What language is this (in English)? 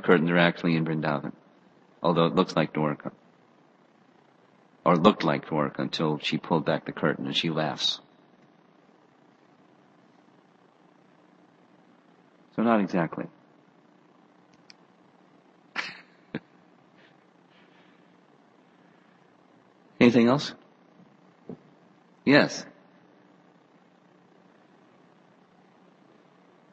English